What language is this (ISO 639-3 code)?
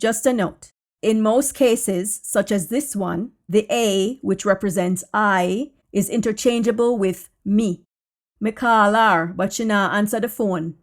jam